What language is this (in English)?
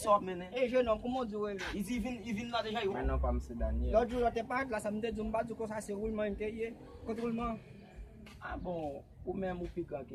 Haitian Creole